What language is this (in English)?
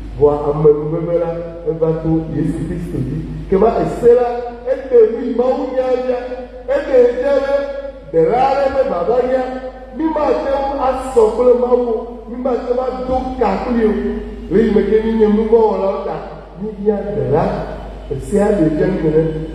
Ewe